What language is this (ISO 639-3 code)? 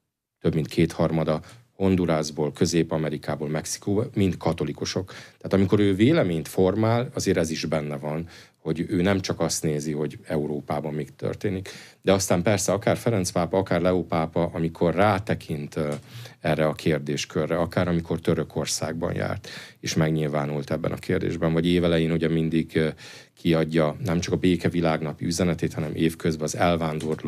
hun